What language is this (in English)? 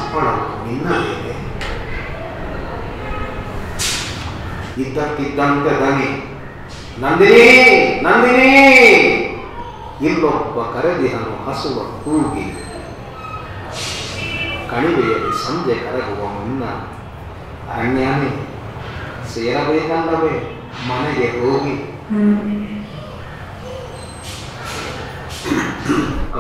Kannada